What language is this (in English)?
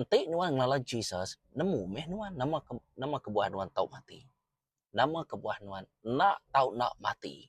Iban